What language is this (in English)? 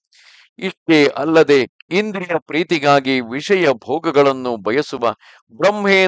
Kannada